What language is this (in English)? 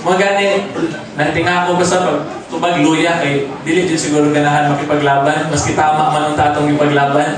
Cebuano